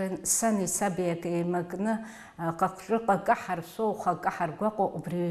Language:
Abkhazian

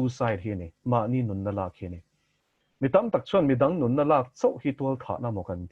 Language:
Mizo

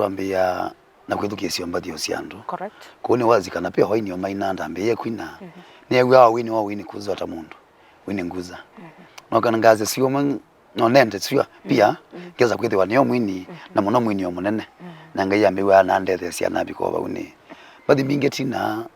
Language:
Kamba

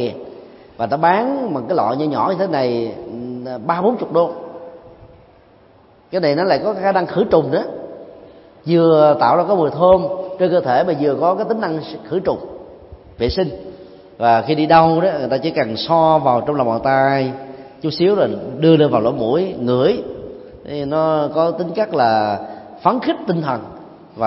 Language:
Vietnamese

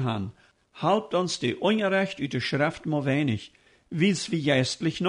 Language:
Plautdietsch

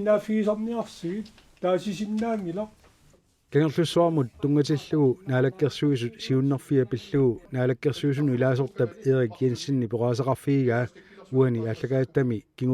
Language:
Kalaallisut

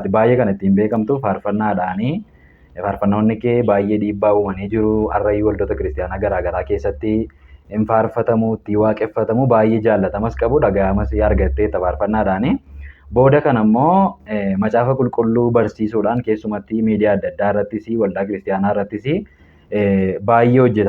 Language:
Oromo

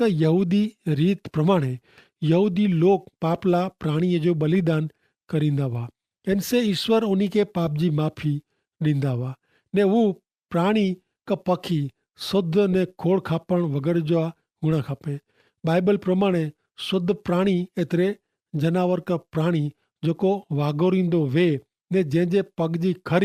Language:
Kachhi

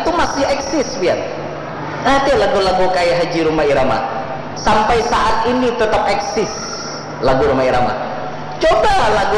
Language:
Banjar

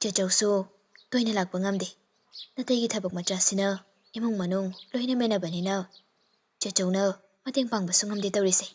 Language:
Manipuri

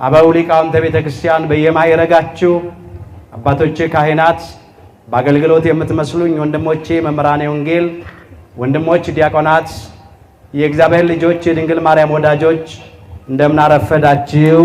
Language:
Amharic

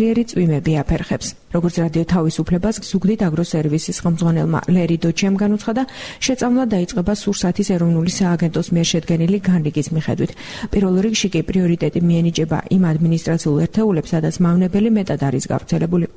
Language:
Georgian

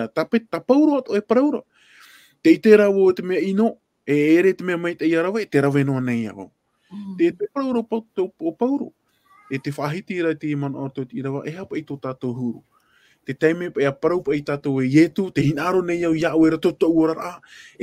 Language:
Tahitian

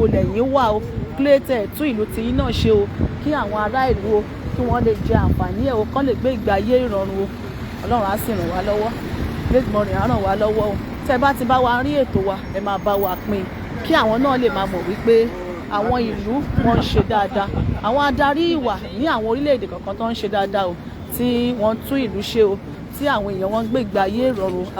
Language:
Yoruba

